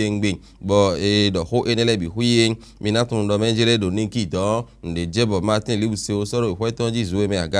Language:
Fon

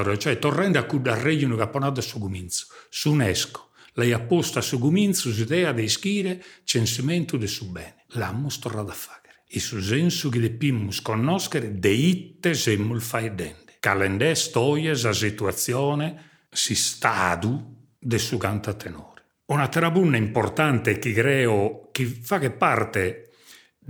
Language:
Sardinian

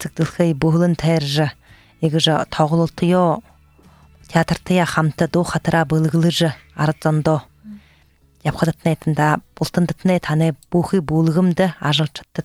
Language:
Buriat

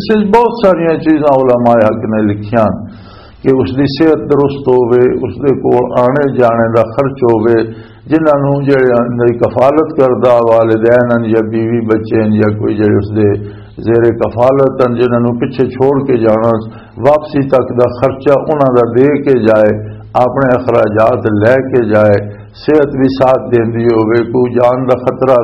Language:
Western Panjabi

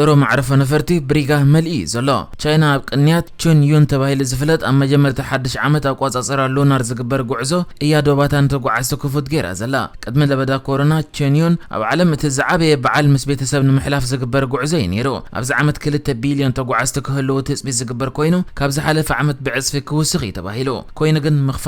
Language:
Tigrinya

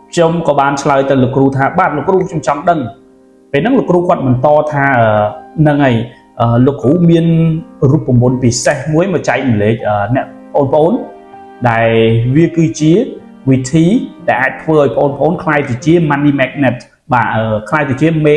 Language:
Khmer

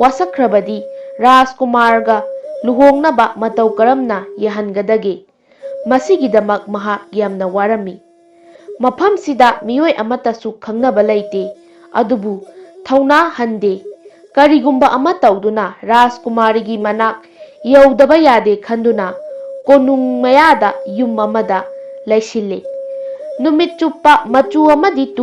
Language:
Manipuri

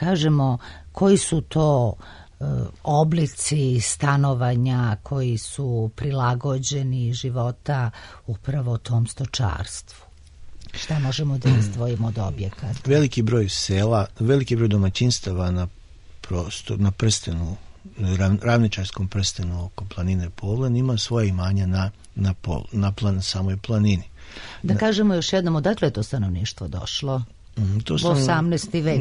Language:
Serbian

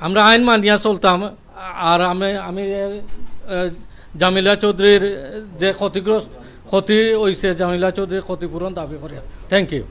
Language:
Sylheti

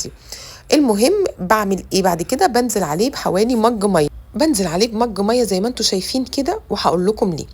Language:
Egyptian Arabic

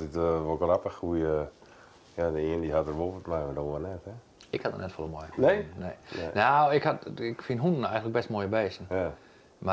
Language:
Western Frisian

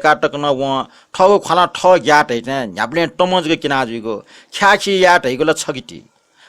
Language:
Newari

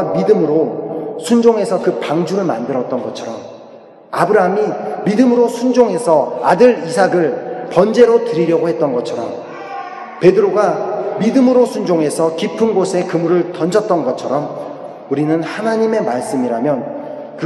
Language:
Korean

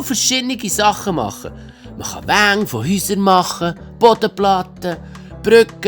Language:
Swiss German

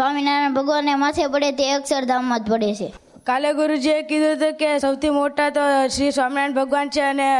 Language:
Gujarati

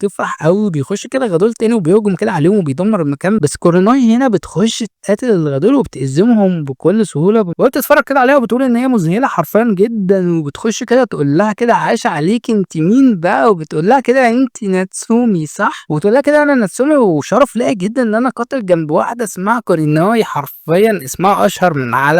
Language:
Egyptian Arabic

